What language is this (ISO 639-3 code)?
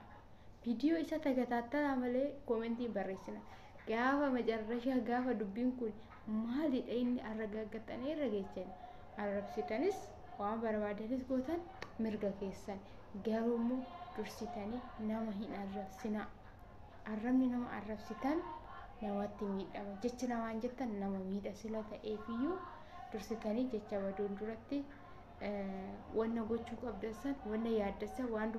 orm